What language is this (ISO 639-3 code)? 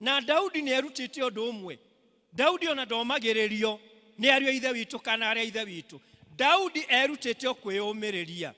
kik